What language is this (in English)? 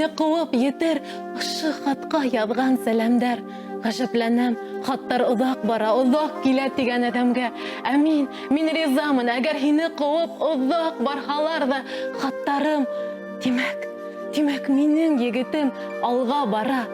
Bashkir